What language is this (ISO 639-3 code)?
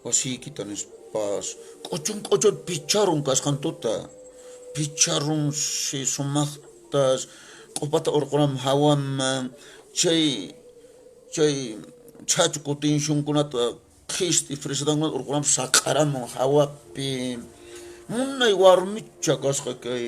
que